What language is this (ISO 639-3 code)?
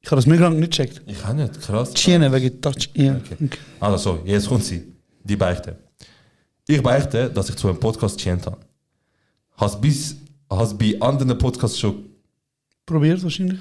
gsw